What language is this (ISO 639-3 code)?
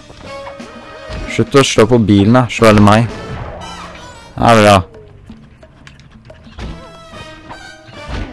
nor